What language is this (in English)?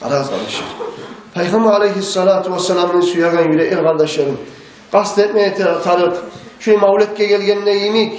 Kumyk